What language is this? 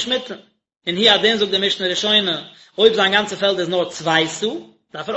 Yiddish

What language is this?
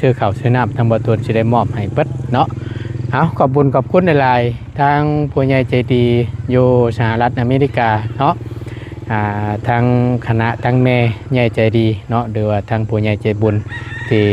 Lao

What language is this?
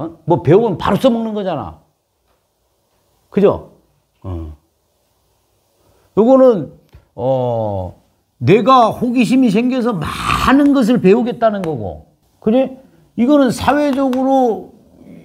Korean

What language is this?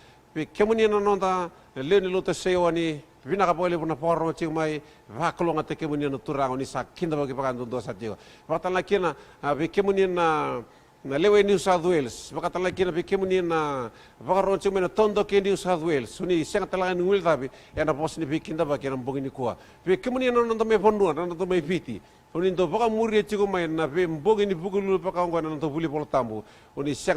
Fijian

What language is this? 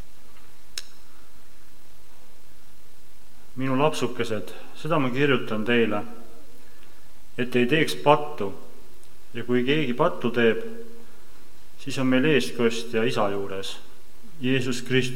Estonian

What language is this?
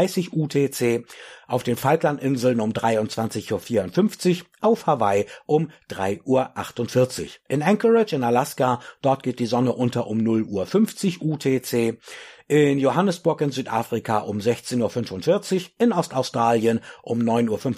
German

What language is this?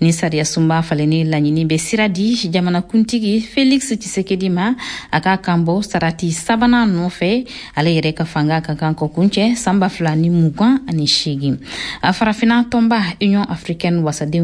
Bambara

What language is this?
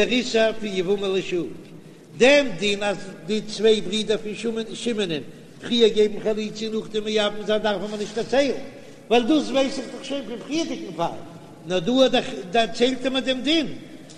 Yiddish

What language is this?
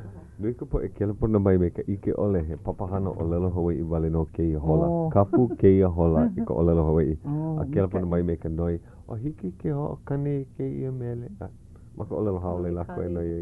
Hawaiian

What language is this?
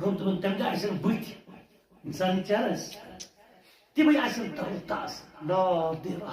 Kashmiri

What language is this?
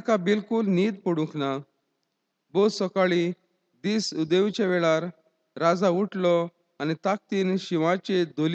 Konkani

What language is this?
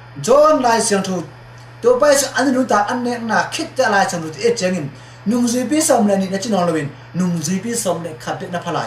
Tedim Chin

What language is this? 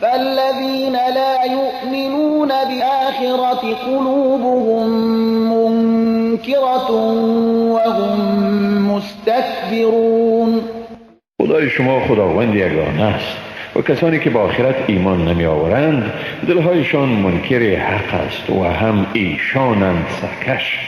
Persian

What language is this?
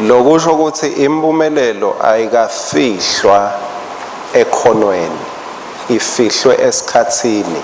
Swati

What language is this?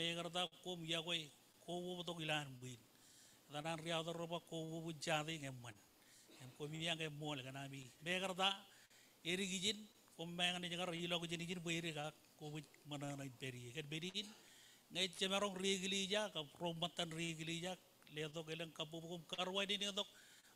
Marshallese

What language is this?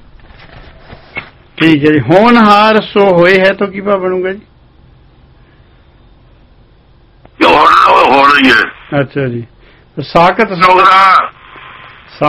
Punjabi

